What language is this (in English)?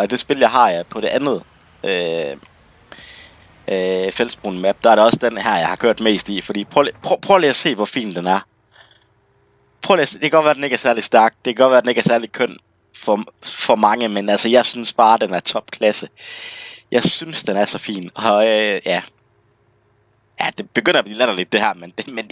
Danish